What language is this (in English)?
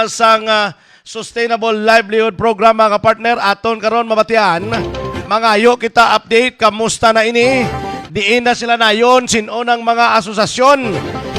Hiligaynon